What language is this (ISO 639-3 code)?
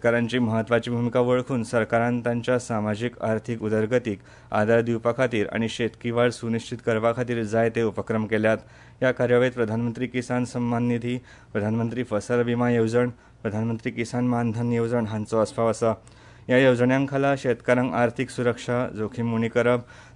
kok